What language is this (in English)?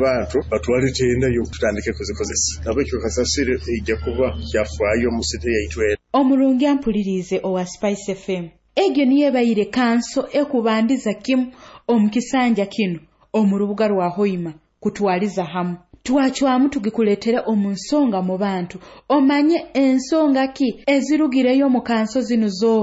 Nyoro